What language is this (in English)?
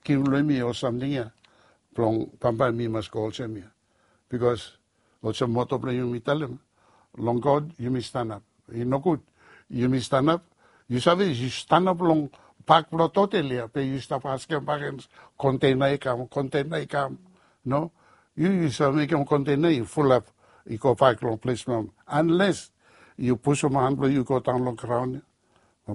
Bislama